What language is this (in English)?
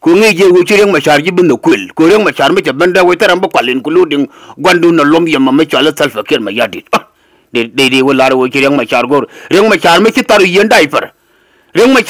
Nuer